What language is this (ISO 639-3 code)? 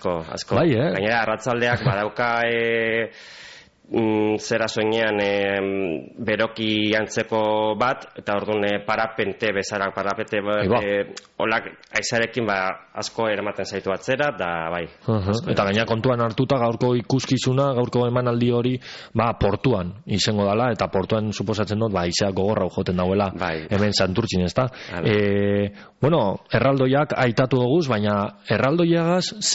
eus